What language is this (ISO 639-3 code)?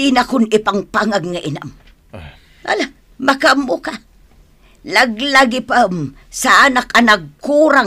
ilo